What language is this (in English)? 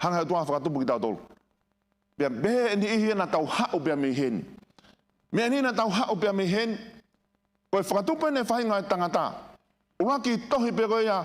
Tongan